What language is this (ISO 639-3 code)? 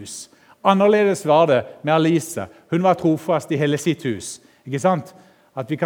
nor